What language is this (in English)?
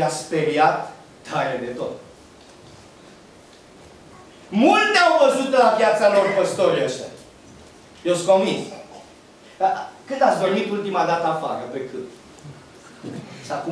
Romanian